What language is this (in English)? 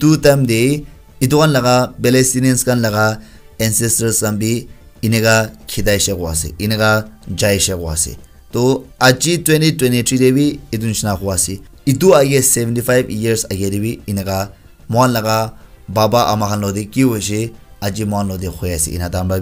Naga Pidgin